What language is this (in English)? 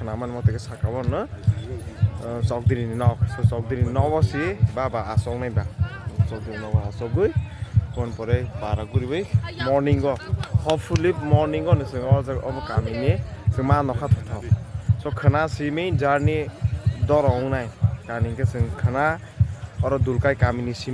Kok Borok